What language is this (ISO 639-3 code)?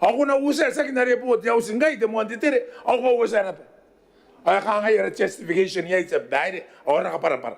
gil